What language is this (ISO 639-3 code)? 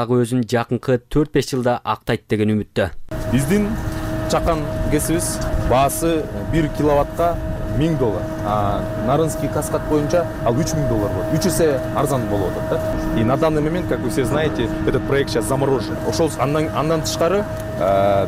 kir